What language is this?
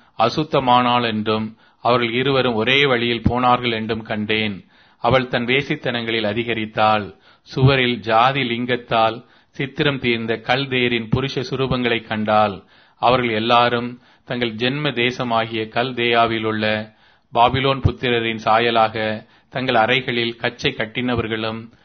Tamil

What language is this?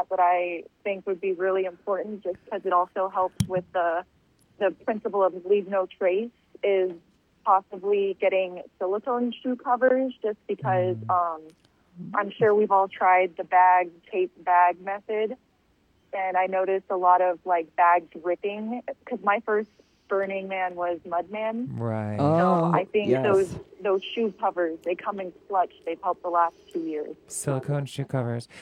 English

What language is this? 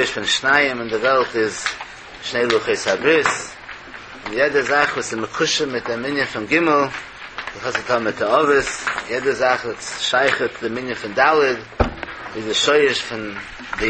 Yiddish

